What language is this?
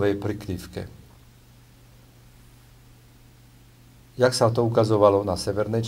Slovak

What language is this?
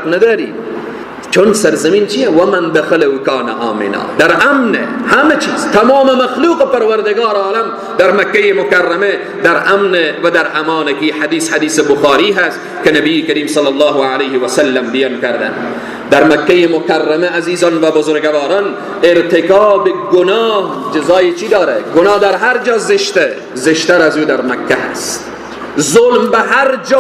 Persian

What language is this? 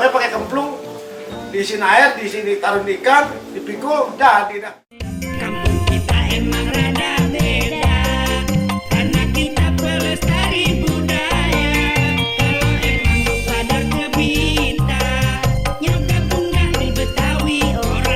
Betawi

